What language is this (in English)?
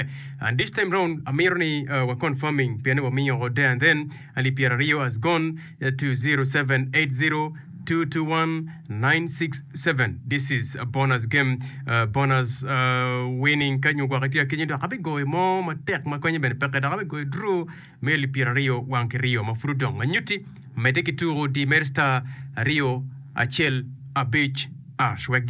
Acoli